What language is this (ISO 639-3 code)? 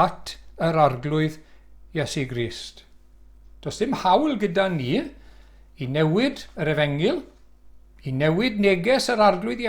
cym